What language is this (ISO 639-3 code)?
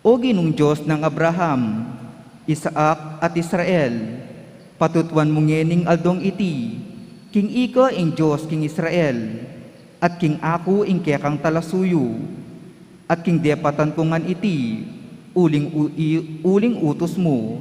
pam